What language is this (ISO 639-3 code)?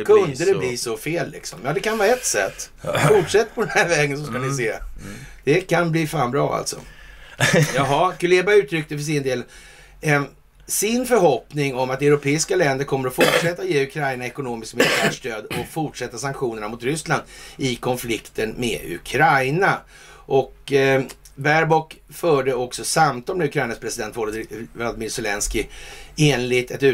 swe